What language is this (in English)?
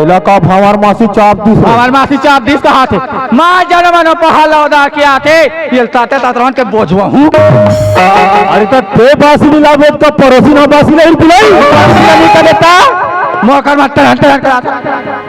Chhattisgarhi